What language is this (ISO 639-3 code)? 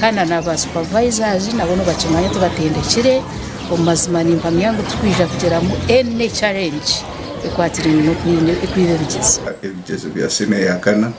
nyn